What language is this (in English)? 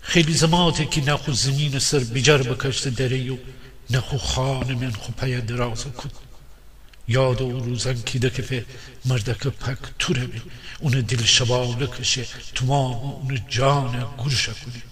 Gilaki